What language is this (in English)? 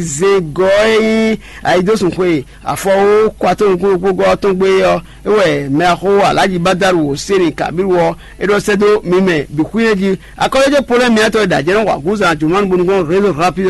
Fon